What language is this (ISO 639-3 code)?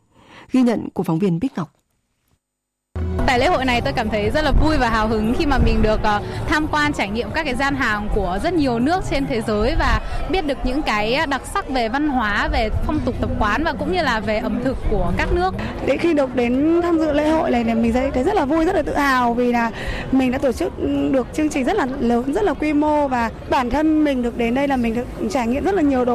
vie